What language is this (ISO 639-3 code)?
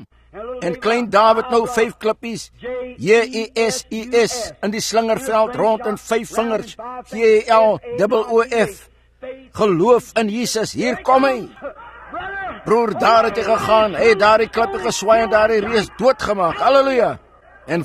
afr